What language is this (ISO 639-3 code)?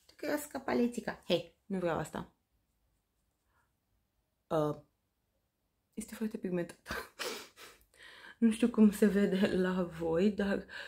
ron